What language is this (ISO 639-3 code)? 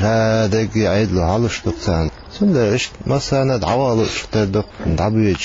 che